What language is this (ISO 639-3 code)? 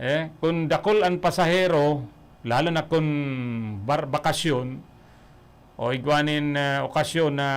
bik